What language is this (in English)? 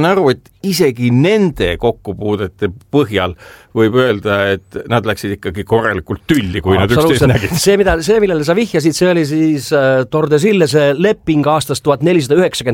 Estonian